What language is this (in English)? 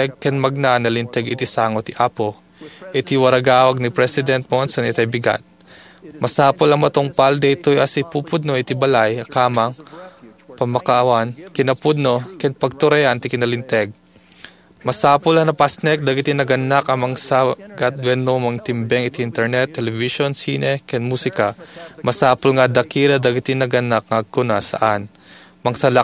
Iloko